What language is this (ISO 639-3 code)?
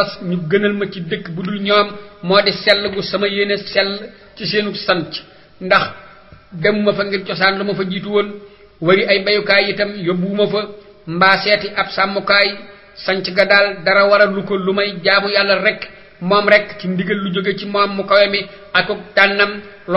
wol